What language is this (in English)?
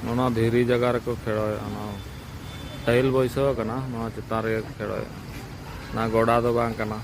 Santali